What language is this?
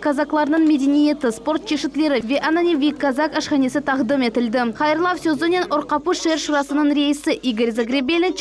Crimean Tatar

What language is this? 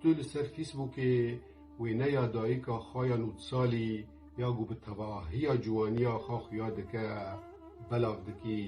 Kurdish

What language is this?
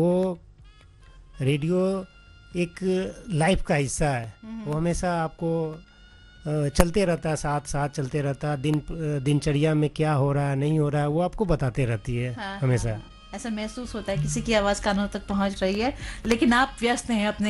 Hindi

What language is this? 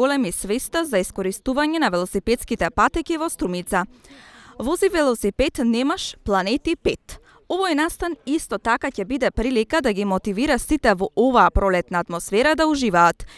Macedonian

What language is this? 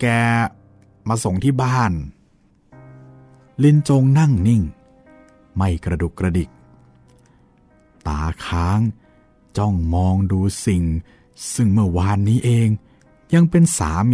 Thai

